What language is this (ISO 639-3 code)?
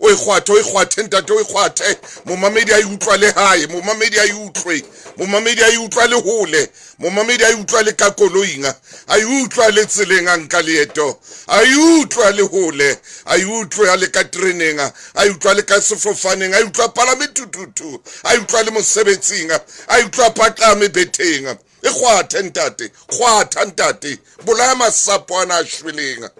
sot